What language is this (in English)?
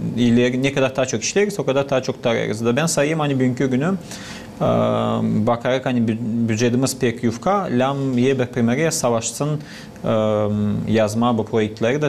Gagauz